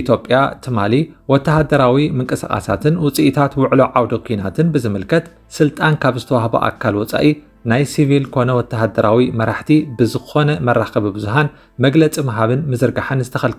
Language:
Tigrinya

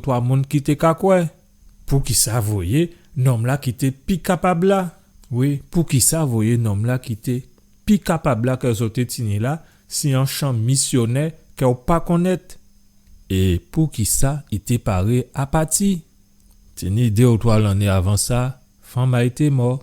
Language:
Guadeloupean Creole French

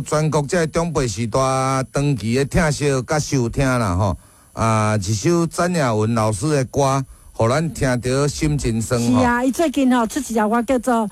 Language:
Min Nan Chinese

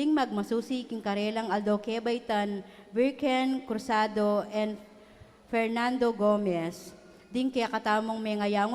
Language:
Pampanga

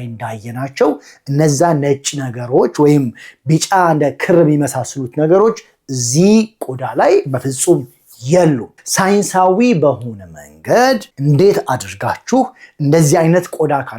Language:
Amharic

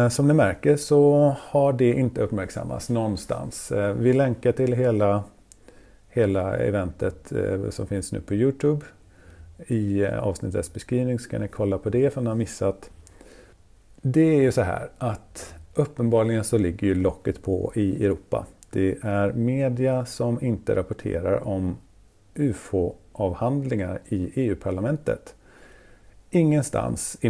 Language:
Swedish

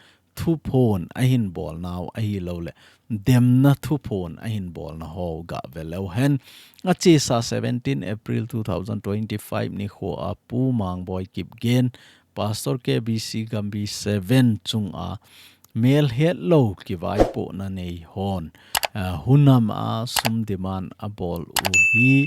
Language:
Thado Chin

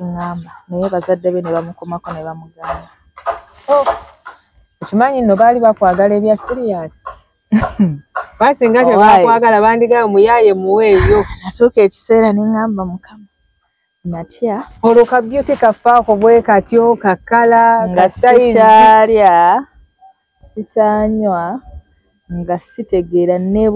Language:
Ganda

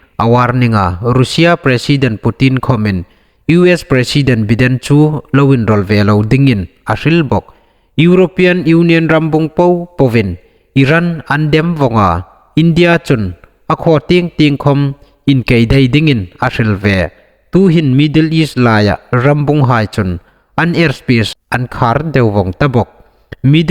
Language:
Hmar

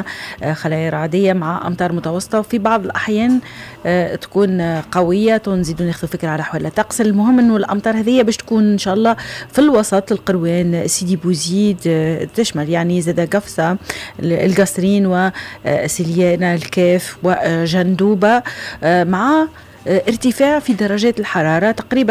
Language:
Tunisian Arabic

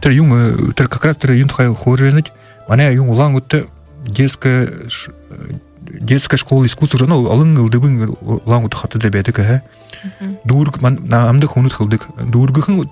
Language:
Buriat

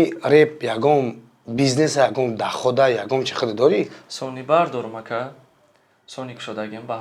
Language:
Tajik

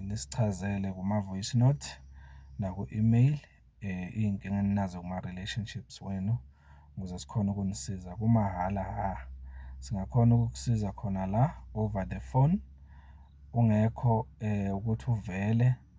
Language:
Zulu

